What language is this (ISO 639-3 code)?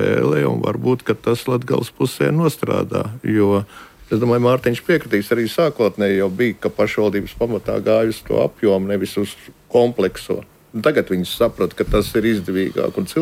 lav